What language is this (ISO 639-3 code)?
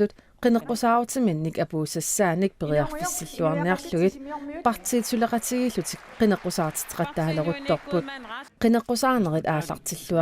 kal